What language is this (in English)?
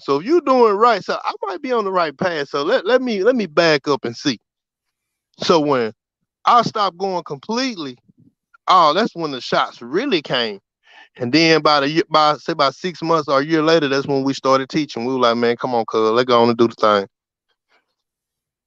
English